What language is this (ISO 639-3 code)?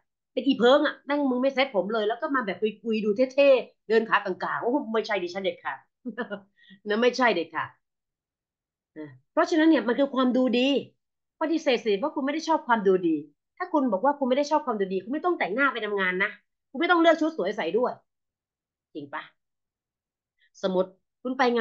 tha